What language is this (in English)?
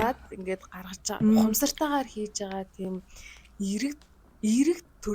Mongolian